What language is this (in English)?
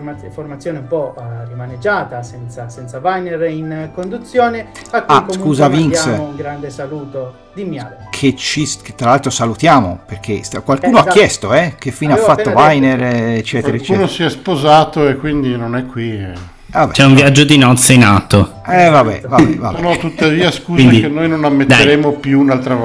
Italian